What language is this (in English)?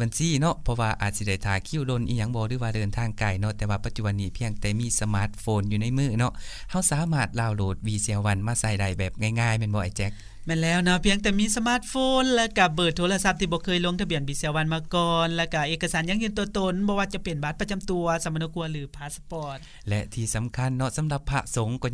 Lao